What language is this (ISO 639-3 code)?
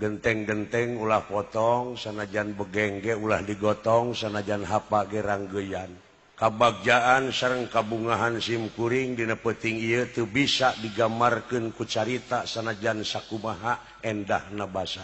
sun